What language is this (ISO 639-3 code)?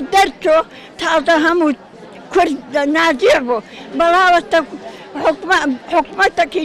ckb